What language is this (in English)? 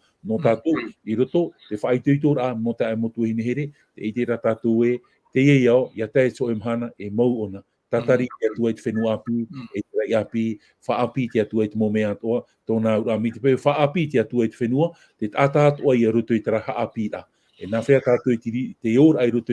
Tahitian